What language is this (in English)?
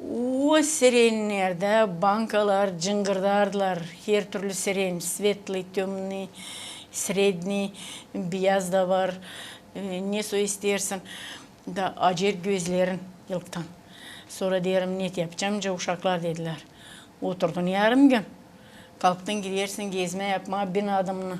Gagauz